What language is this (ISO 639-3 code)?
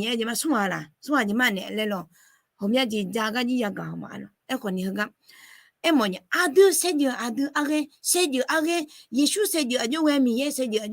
ahk